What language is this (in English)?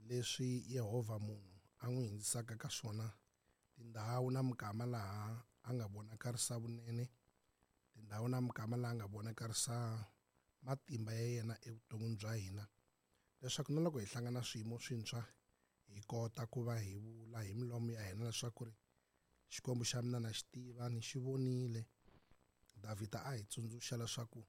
Tsonga